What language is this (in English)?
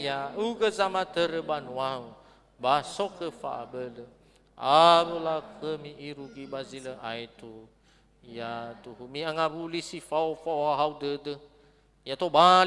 Nias